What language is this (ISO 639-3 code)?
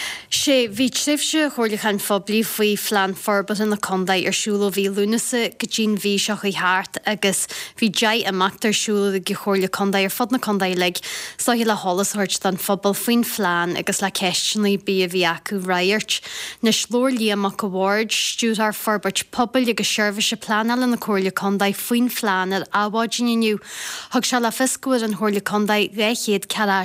gle